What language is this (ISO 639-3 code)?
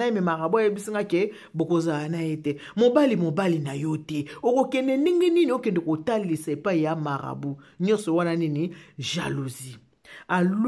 lin